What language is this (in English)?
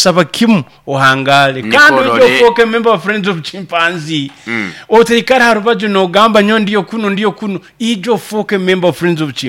Nyoro